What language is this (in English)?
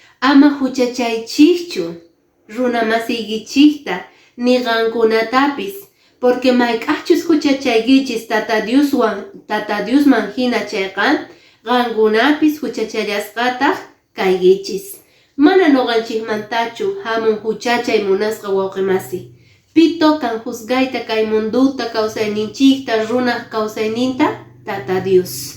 Quechua